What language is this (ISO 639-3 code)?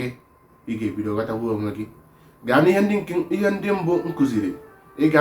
ibo